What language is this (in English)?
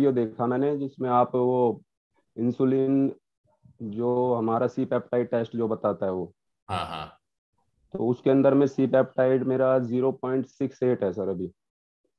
Hindi